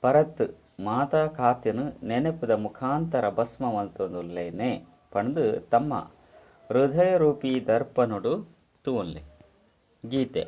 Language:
Tulu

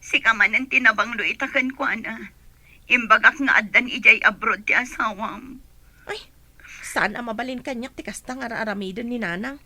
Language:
Iloko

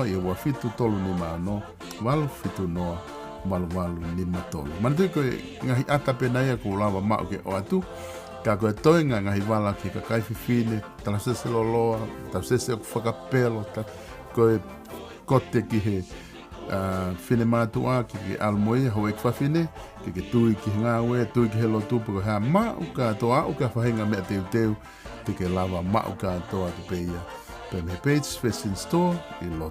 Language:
Tongan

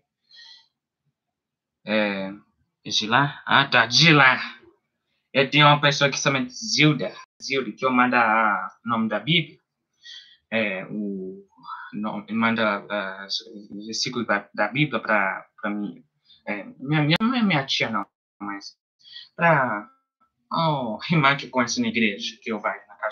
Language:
Portuguese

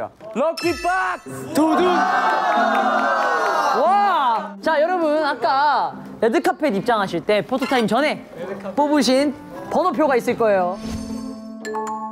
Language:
Korean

